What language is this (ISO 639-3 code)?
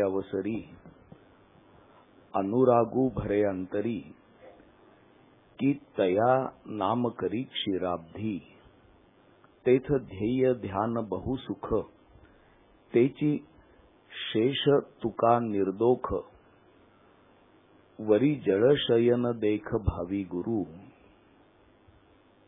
mar